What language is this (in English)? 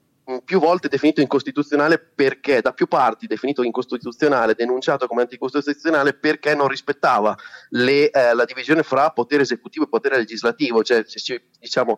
Italian